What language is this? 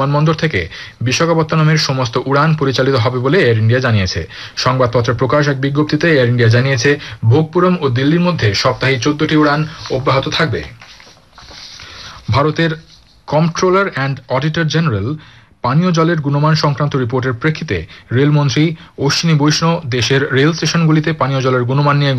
Bangla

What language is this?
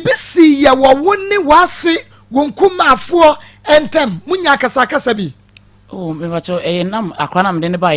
Akan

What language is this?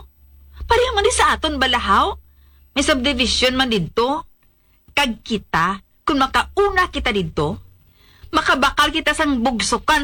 Hiligaynon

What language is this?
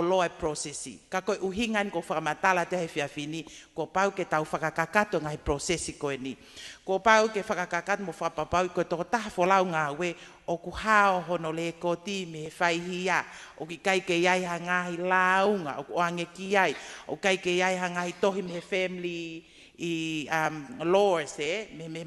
Tongan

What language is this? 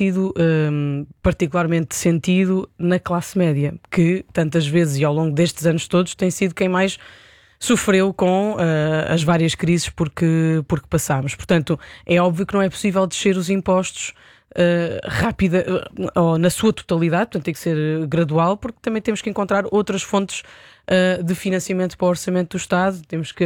Portuguese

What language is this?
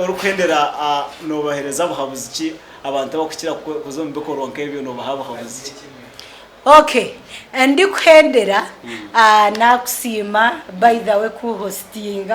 Nyankole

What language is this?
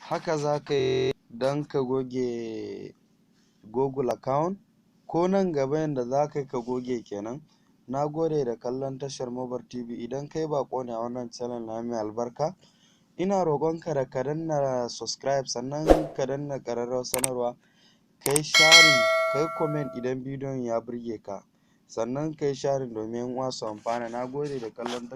Hausa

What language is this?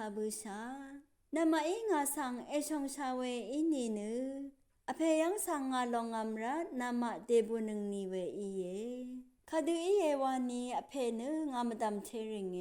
Rawang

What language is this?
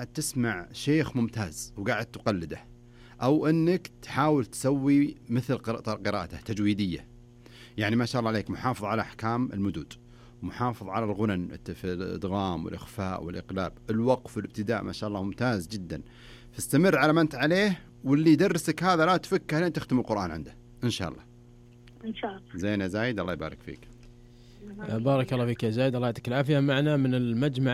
Najdi Arabic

